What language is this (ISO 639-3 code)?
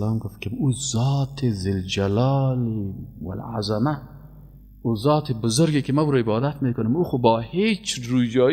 fas